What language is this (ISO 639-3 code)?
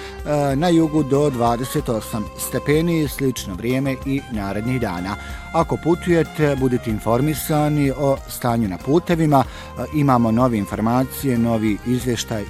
bos